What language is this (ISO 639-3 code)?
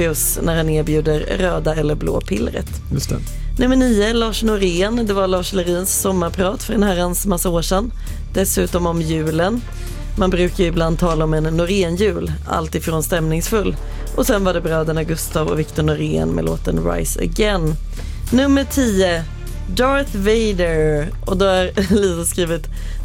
swe